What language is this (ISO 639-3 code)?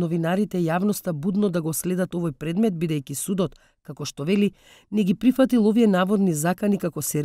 mkd